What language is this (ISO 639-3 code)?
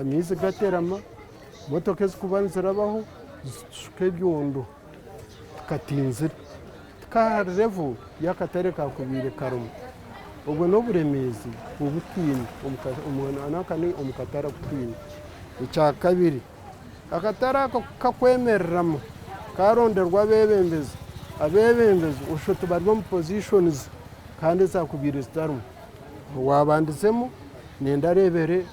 nyn